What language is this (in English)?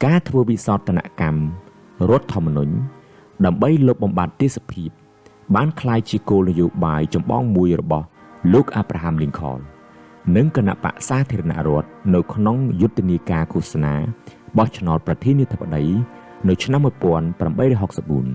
Khmer